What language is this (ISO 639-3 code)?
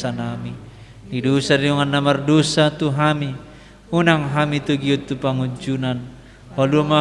bbc